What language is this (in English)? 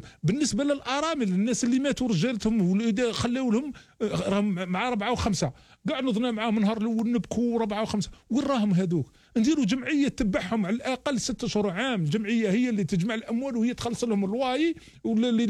Algerian Arabic